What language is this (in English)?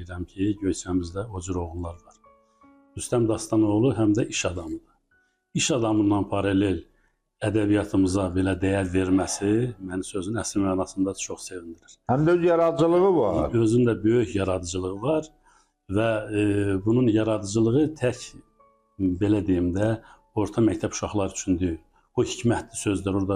Azerbaijani